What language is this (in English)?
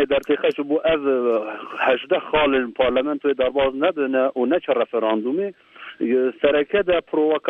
Kurdish